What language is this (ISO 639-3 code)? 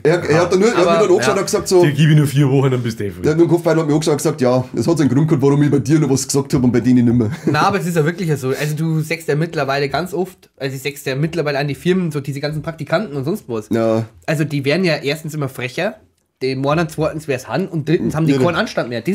bar